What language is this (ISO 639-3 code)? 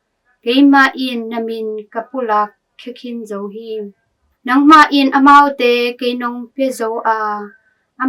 ctd